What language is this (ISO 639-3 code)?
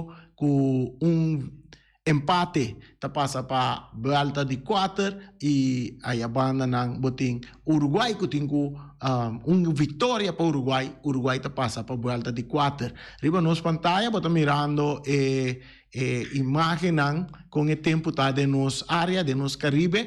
pap